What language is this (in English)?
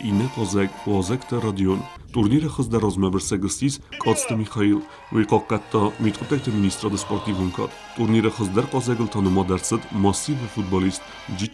Ossetic